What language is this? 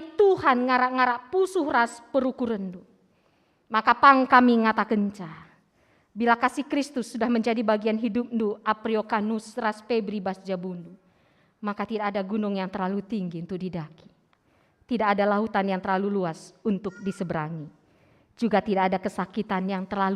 Batak Karo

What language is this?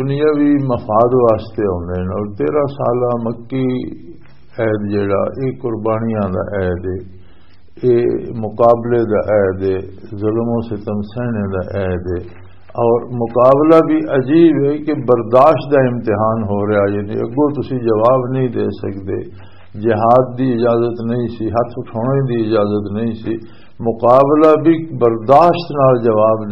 Western Panjabi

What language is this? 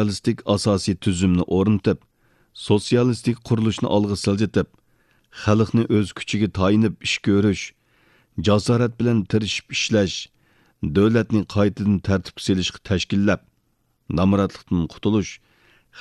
Uyghur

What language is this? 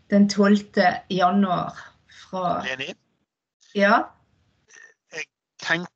Norwegian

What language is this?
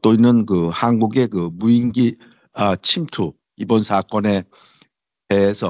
Korean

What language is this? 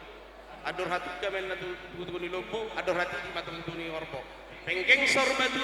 Batak Toba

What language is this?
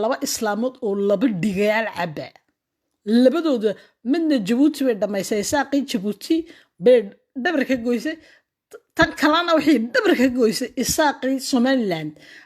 Somali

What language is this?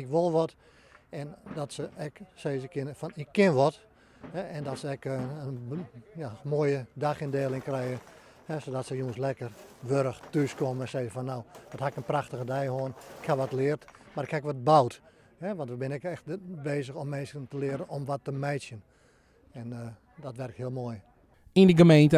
Western Frisian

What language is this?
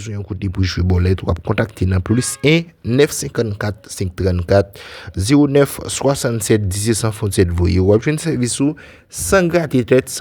Haitian Creole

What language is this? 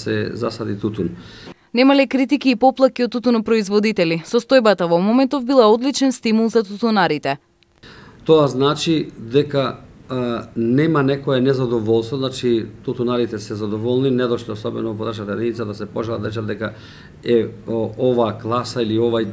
Macedonian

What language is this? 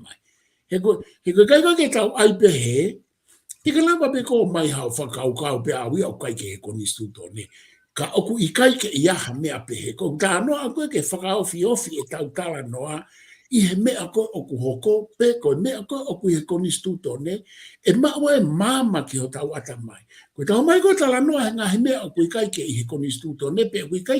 Tongan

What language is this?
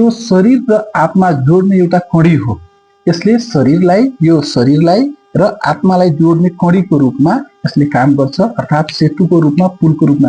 Nepali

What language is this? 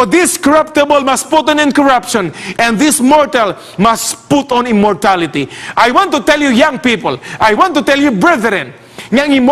Cebuano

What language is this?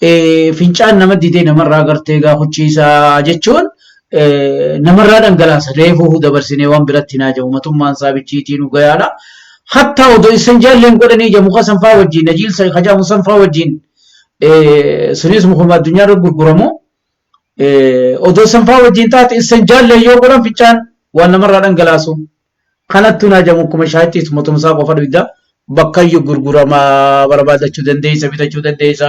Oromo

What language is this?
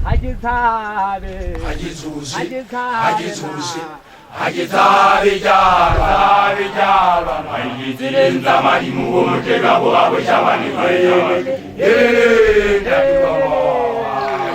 Southern Sotho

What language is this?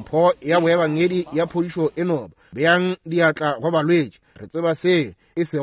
Northern Sotho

